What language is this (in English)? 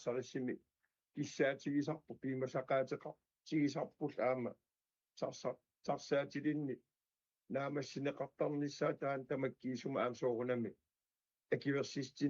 Kalaallisut